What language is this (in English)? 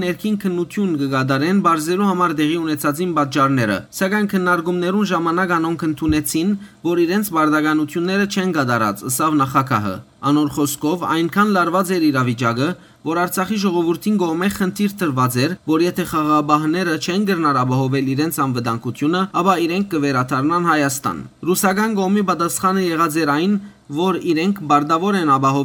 Western Armenian